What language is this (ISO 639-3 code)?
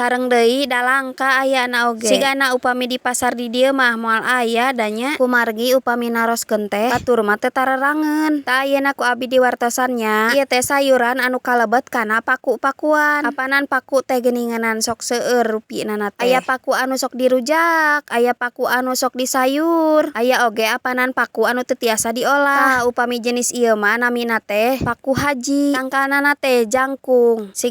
sun